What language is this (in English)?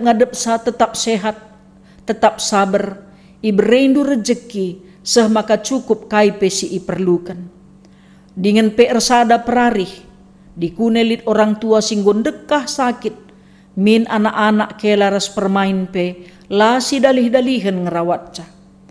Batak Karo